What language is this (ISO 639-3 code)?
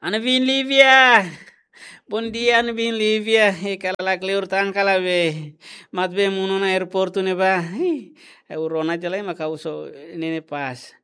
tet